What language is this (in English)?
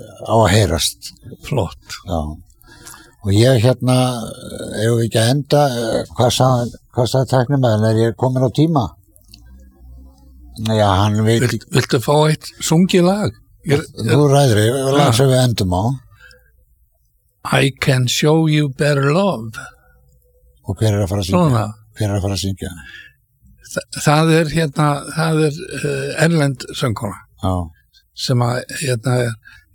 Icelandic